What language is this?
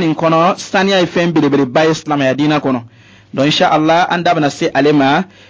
Bambara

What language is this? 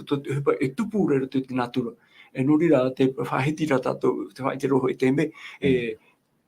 Tahitian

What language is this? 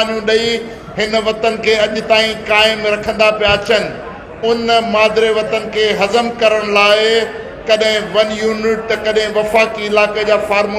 Sindhi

